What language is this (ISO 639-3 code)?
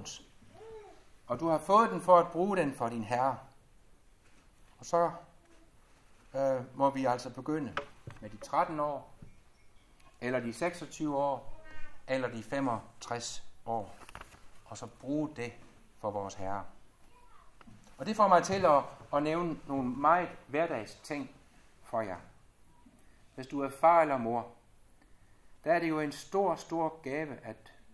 dan